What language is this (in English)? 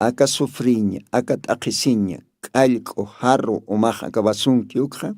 Aymara